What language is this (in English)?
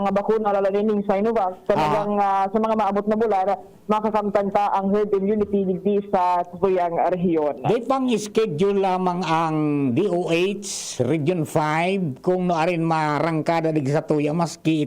Bikol